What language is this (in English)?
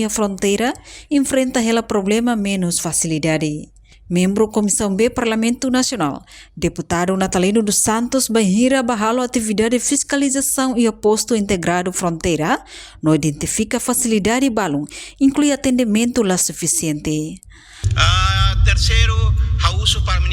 Tetum